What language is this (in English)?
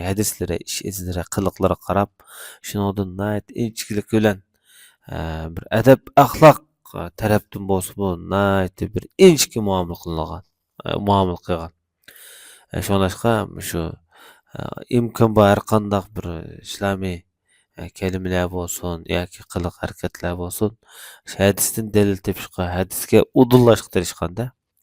Uyghur